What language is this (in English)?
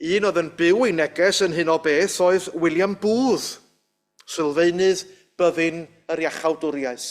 Welsh